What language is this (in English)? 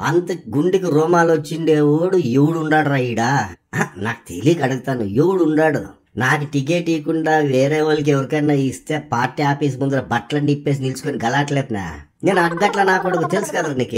Telugu